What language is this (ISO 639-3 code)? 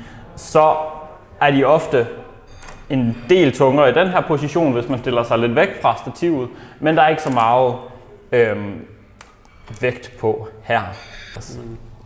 dan